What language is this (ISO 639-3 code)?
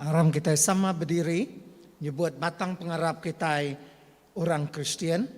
iba